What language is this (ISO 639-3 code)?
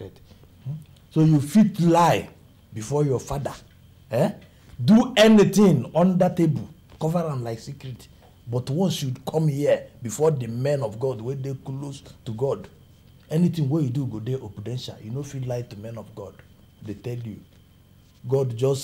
pcm